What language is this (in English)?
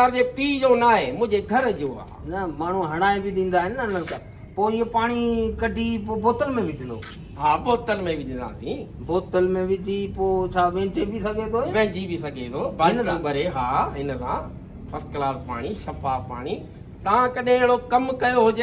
Sindhi